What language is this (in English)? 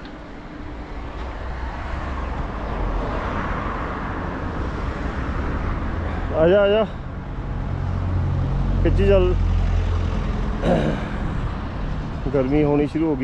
Punjabi